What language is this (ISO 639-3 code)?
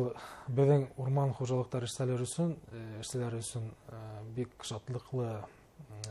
bak